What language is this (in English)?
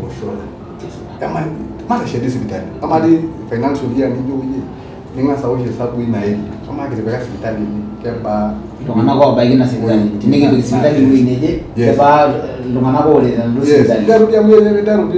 Masai